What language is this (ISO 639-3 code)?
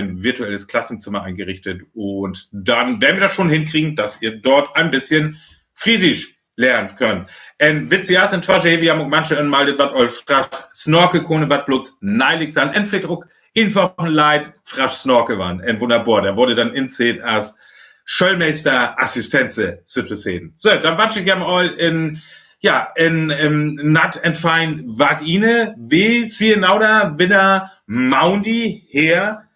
frr